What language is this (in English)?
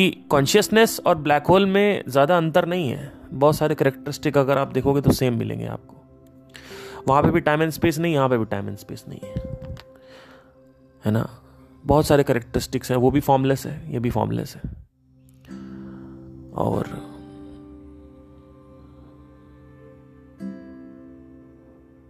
Hindi